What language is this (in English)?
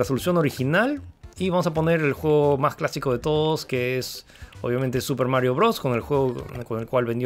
Spanish